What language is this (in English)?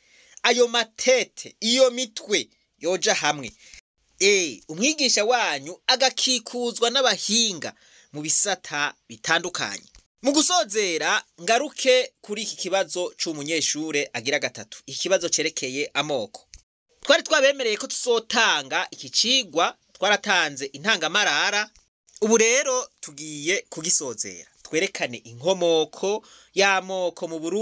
Rundi